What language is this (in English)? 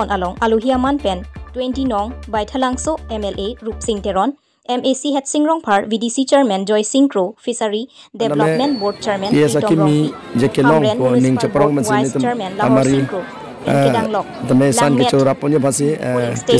Karbi